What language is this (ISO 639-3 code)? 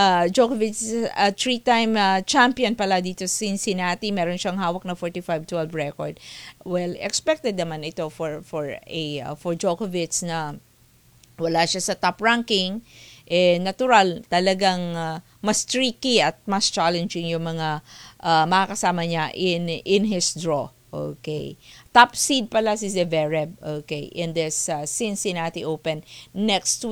fil